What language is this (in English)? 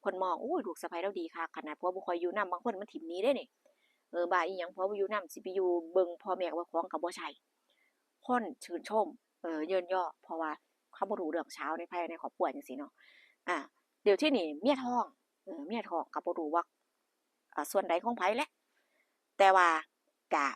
Northeastern Thai